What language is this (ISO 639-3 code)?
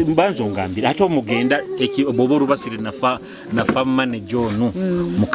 nyo